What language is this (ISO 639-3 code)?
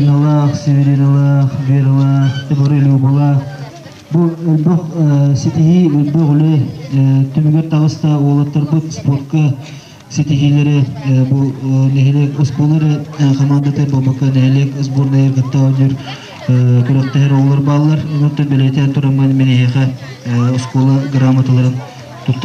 sah